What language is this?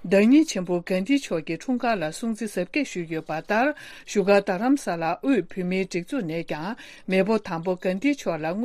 Tibetan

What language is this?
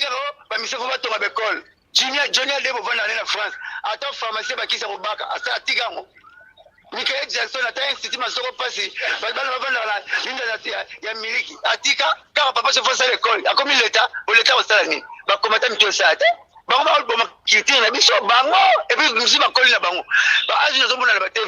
Lingala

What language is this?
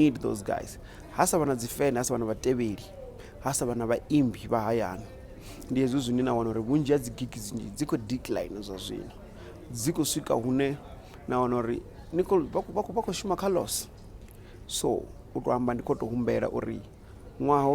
Venda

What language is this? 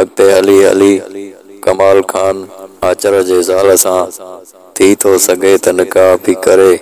Sindhi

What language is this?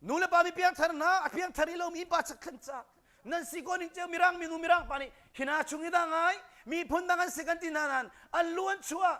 Hakha Chin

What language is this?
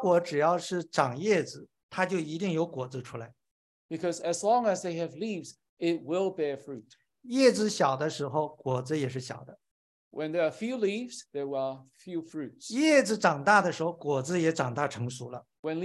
Chinese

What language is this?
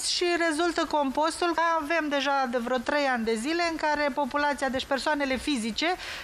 Romanian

